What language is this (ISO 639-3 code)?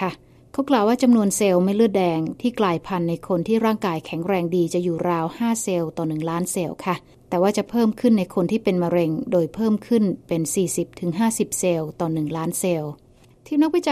tha